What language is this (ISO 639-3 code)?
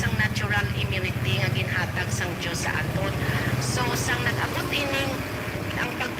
hil